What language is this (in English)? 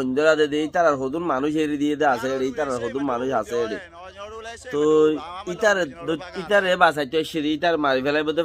Rohingya